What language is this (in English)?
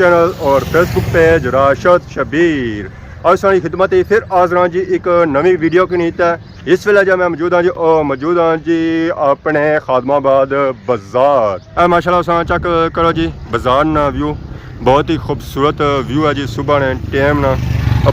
Pahari-Potwari